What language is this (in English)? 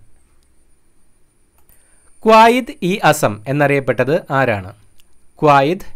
Malayalam